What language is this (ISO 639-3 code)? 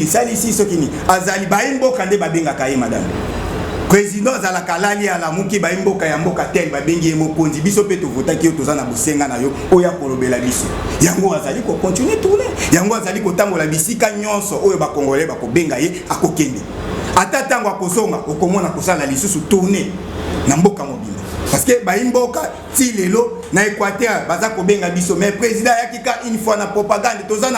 lin